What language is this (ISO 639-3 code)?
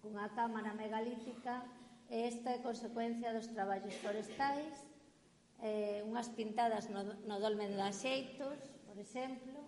glg